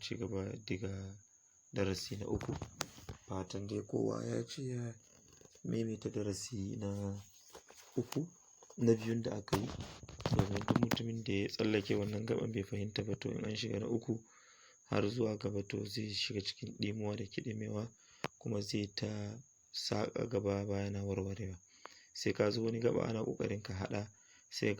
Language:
Hausa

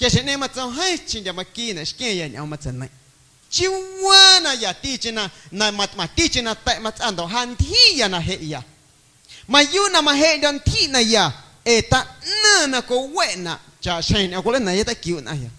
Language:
Guerrero Amuzgo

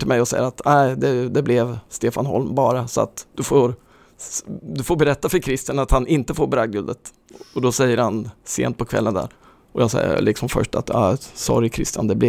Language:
Swedish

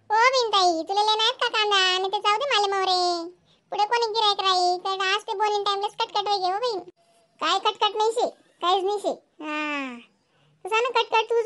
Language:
Khandesi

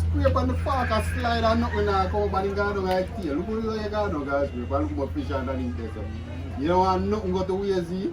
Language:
Jamaican Creole English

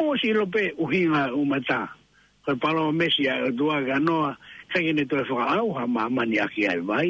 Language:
Tongan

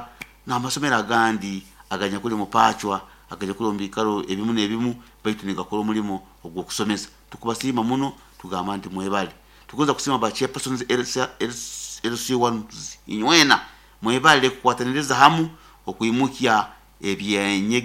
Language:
Nyoro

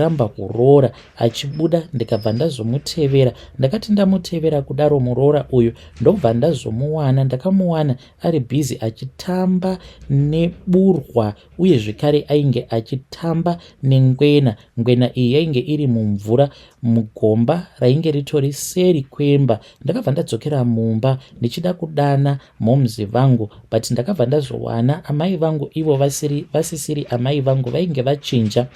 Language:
Shona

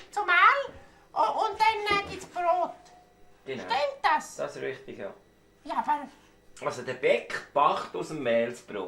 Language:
Swiss German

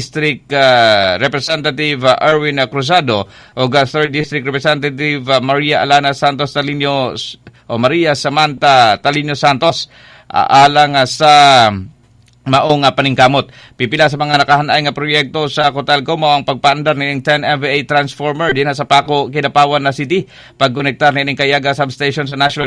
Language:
Cebuano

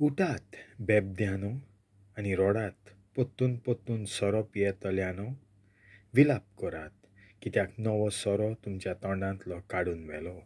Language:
Konkani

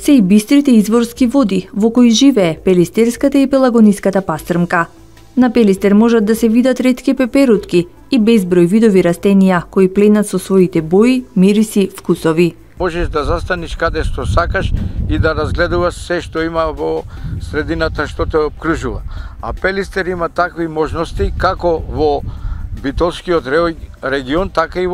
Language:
Macedonian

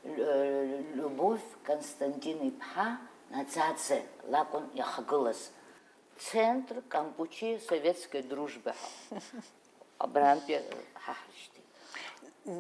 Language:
Abkhazian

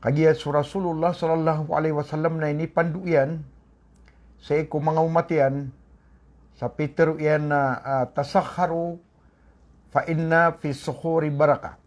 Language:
Maranao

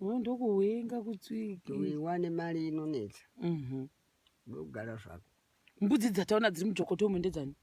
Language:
Shona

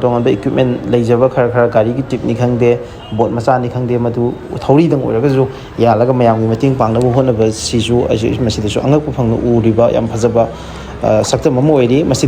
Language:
Manipuri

